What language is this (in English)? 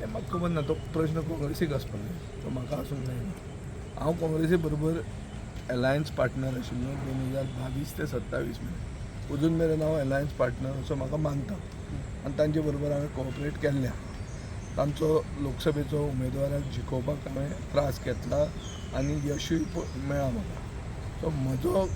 Konkani